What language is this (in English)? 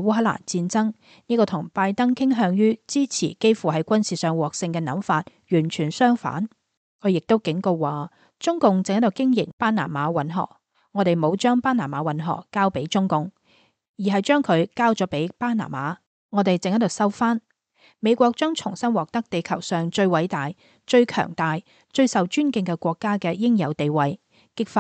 Cantonese